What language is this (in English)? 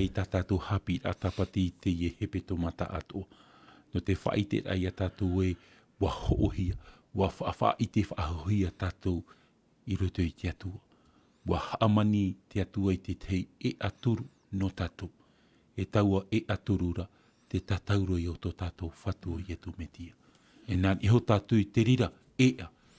Tahitian